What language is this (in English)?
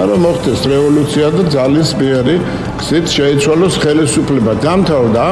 Georgian